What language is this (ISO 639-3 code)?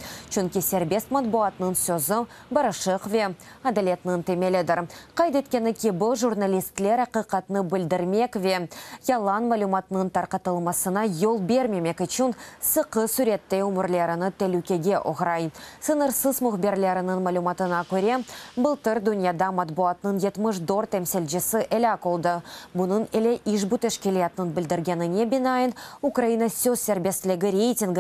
crh